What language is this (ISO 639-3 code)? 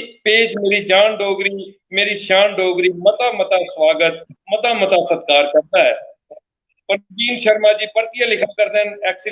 doi